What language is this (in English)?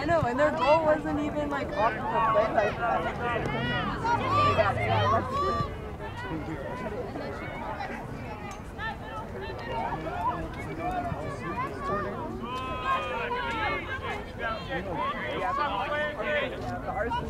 English